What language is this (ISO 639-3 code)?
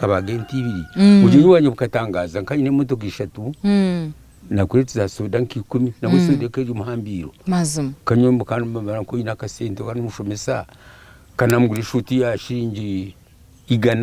nyn